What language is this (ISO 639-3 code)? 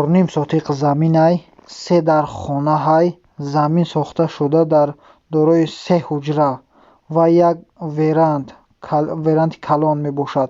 tgk